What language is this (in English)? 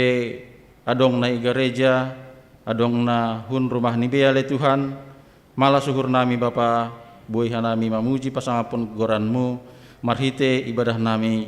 Batak Simalungun